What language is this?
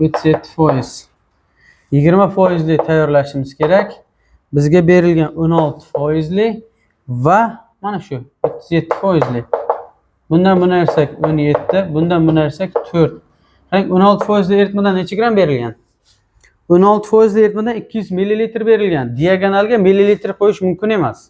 Uzbek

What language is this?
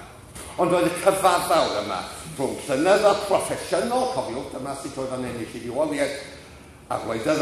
Welsh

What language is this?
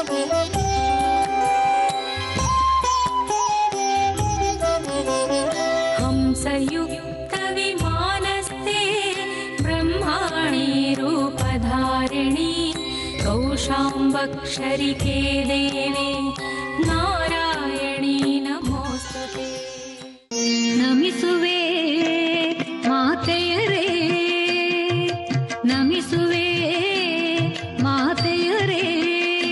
Kannada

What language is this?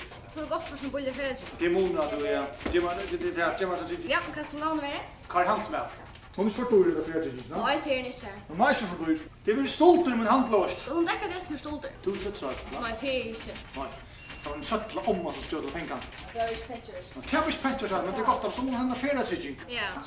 Faroese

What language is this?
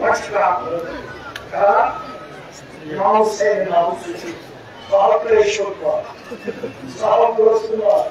Kashmiri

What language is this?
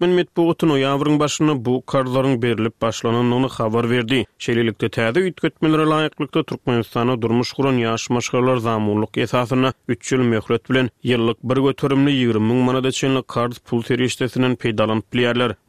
Turkmen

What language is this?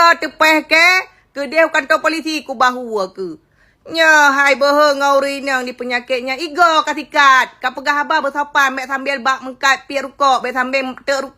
Achinese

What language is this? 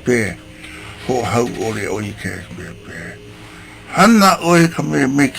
Hawaiian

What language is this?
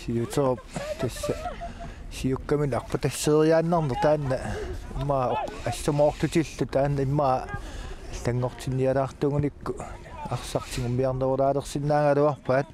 Kalaallisut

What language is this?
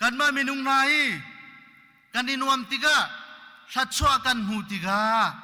Hakha Chin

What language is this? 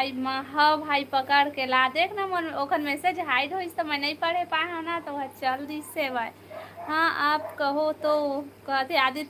Chhattisgarhi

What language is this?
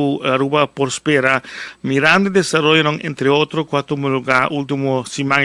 Papiamento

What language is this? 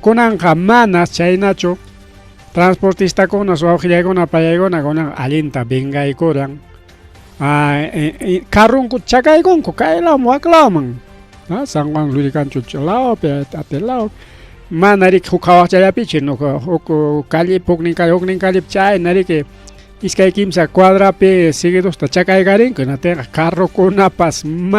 Ayacucho Quechua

